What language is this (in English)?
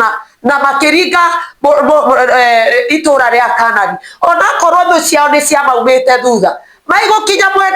Kikuyu